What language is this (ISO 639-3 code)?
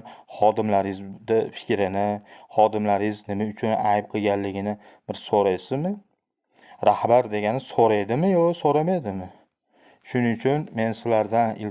uzb